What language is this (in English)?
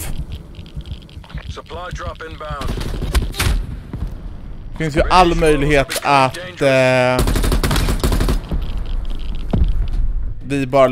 Swedish